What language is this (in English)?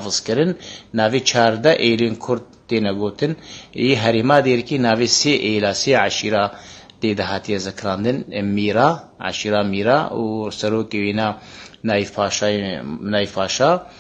Kurdish